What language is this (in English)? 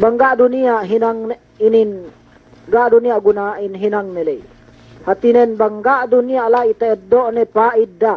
Yakan